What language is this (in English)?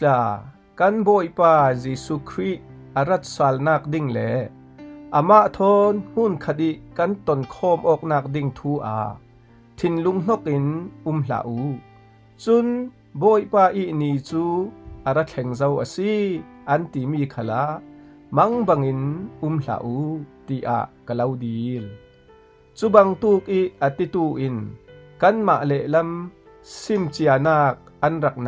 Falam Chin